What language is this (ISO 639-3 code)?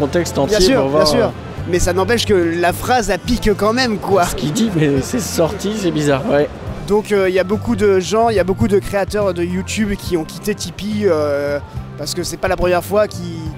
fra